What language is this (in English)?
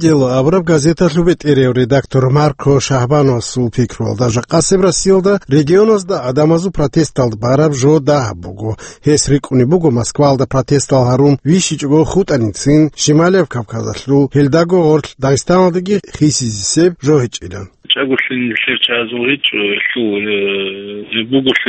Avaric